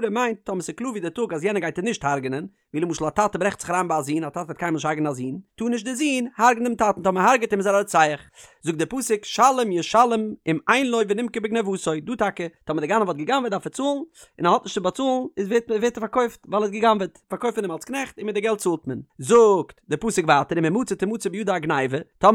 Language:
Yiddish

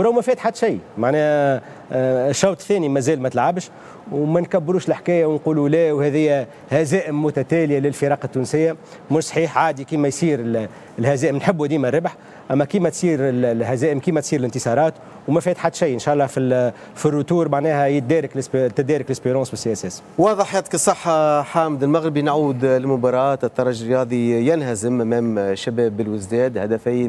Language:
Tunisian Arabic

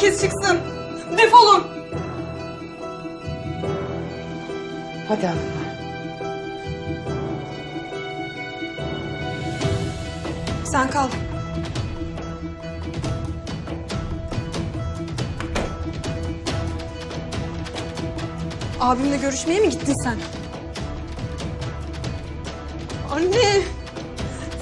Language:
Turkish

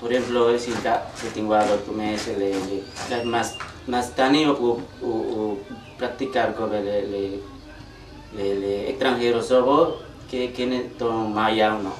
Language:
Yucateco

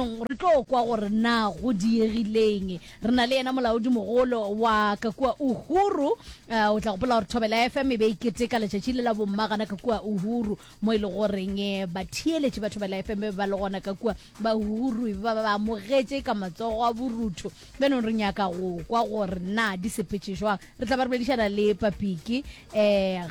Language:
Northern Sotho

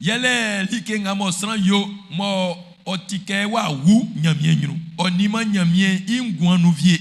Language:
Baoulé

